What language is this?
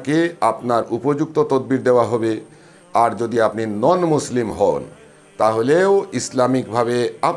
Bangla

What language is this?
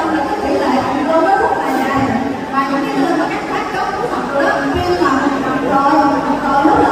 Vietnamese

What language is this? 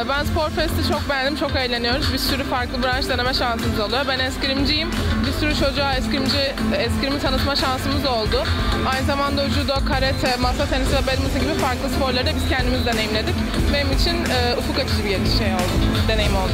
Turkish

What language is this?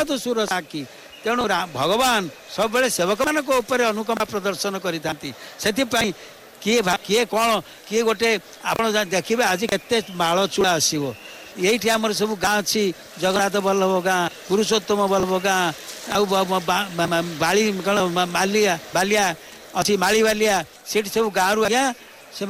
Odia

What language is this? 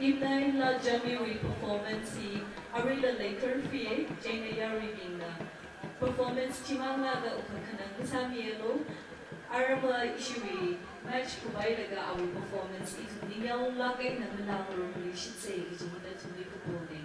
Tangkhul Naga (India)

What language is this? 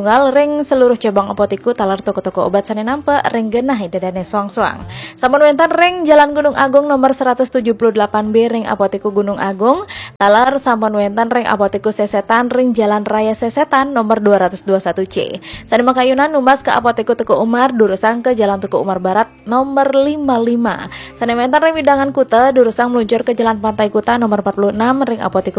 Balinese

